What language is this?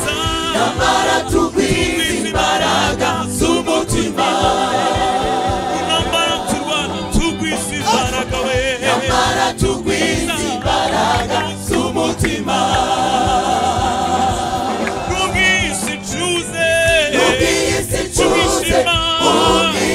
Kinyarwanda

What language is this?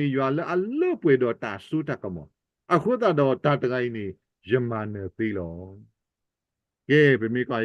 S'gaw Karen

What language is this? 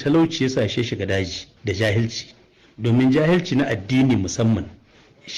Hausa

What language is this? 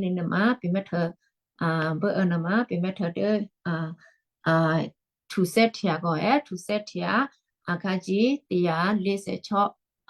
Western Kayah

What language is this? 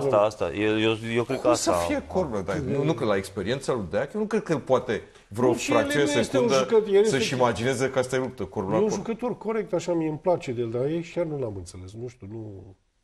Romanian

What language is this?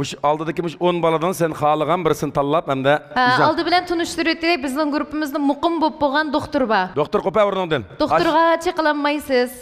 Uyghur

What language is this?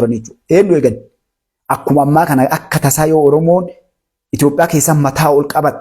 Oromo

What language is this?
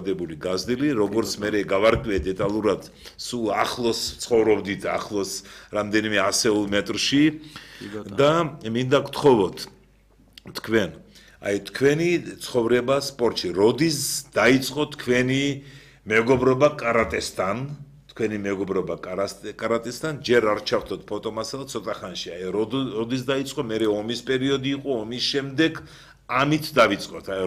Georgian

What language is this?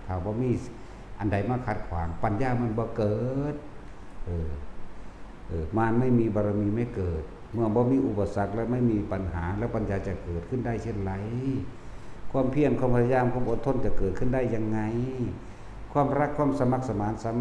Northeastern Thai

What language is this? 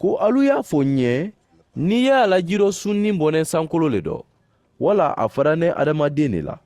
Mandingo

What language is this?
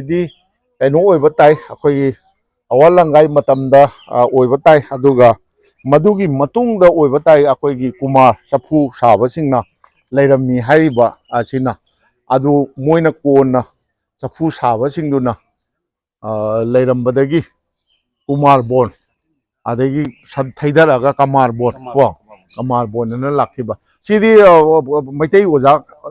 Manipuri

